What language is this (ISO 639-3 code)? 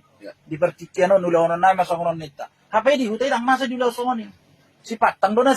bbc